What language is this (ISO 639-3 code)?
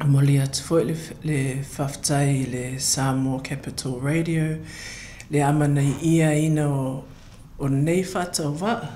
smo